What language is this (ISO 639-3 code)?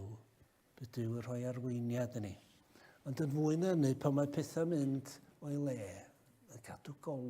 cym